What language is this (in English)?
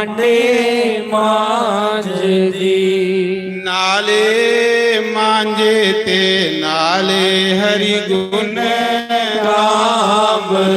Dogri